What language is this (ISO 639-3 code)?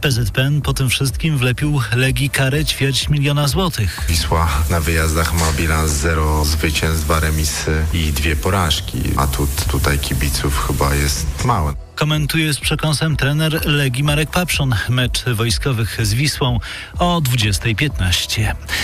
pol